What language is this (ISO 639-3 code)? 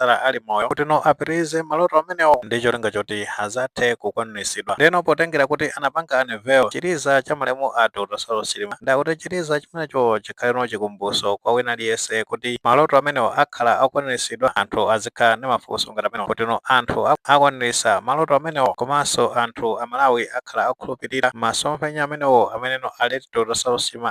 nya